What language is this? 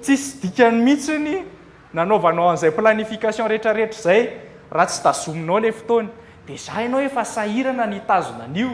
Malagasy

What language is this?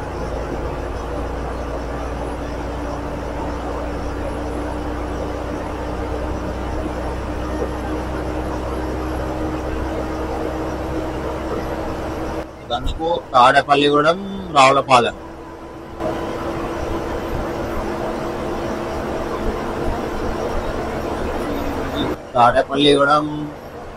Telugu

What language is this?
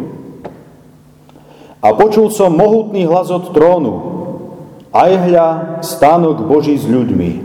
Slovak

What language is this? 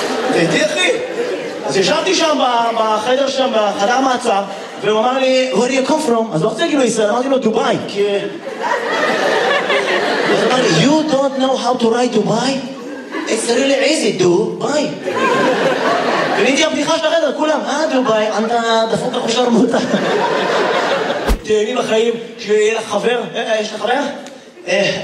Hebrew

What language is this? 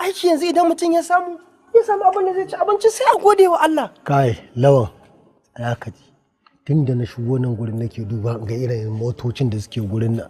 Hausa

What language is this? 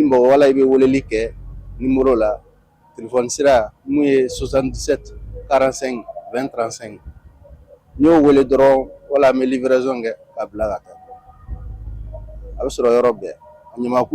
Bambara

